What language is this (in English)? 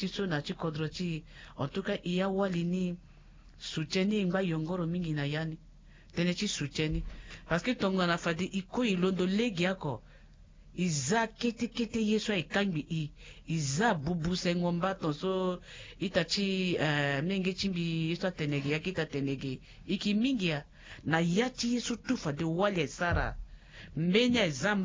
Sango